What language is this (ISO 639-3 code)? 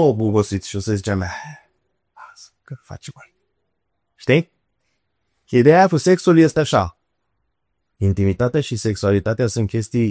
ron